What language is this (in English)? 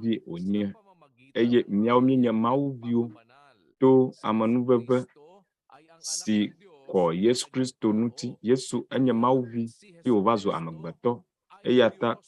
Ewe